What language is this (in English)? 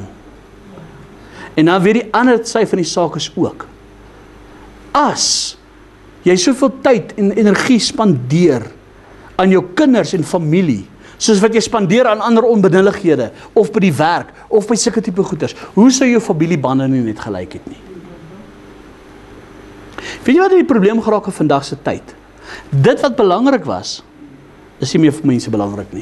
Afrikaans